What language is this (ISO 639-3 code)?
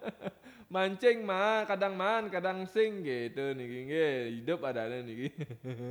ban